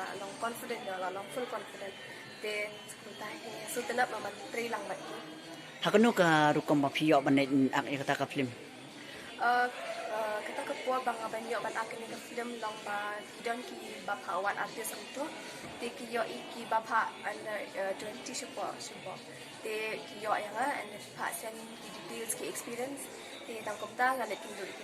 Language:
Khasi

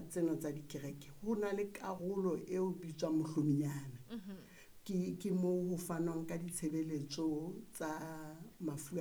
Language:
Southern Sotho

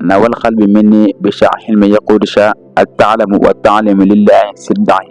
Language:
Wolof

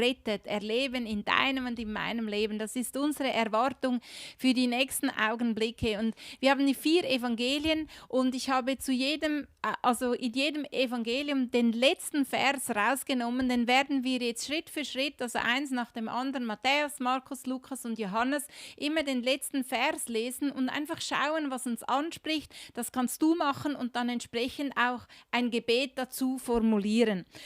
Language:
Swiss German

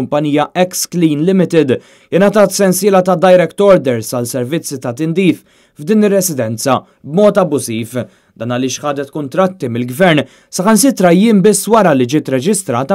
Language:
Maltese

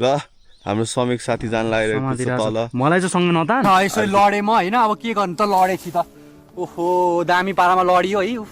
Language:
Nepali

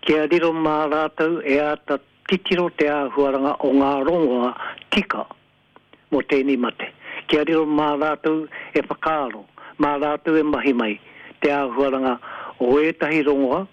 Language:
Māori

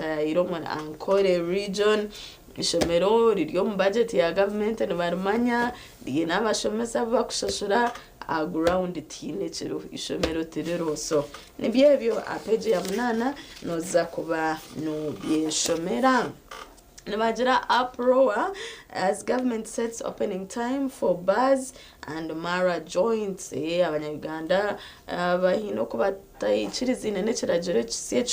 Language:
Nyankole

